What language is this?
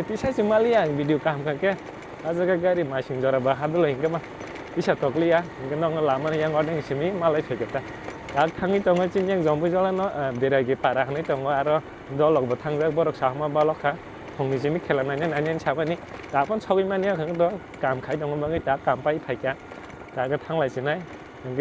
Kok Borok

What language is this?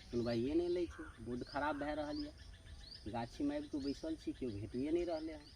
Maithili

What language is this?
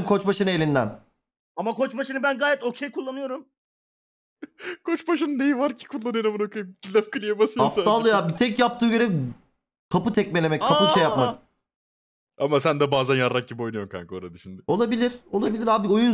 Turkish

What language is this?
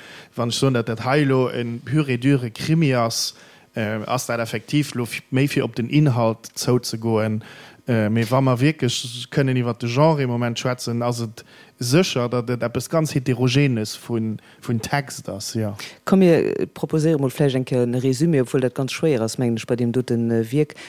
Luxembourgish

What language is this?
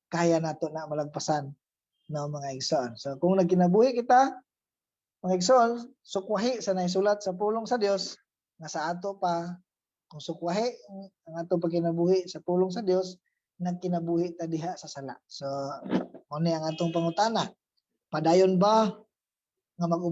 Cebuano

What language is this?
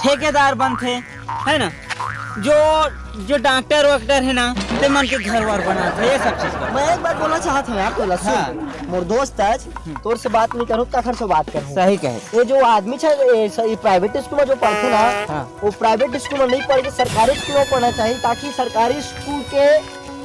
Chhattisgarhi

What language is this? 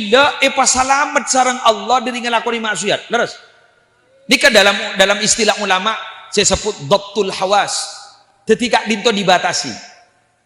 Madurese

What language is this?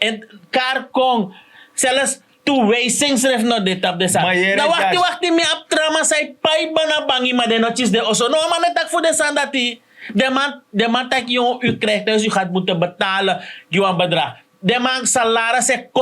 Sranan Tongo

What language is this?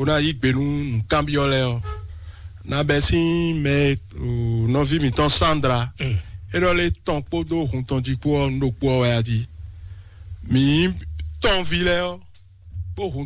Fon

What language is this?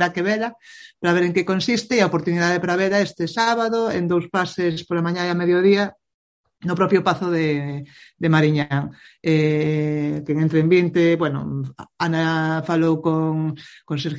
Galician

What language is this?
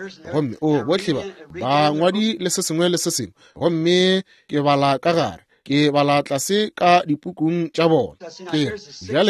Northern Sotho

